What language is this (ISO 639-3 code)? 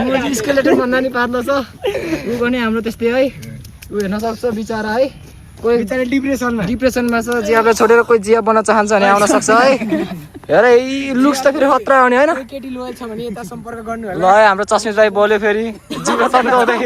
nep